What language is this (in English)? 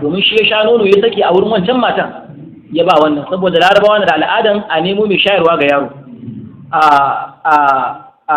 Hausa